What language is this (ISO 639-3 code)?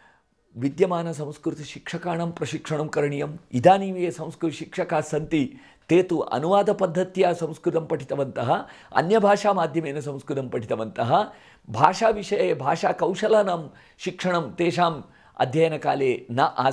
san